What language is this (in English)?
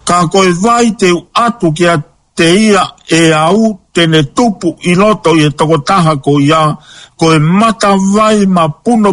Tongan